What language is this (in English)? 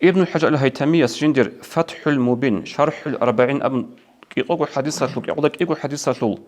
Avaric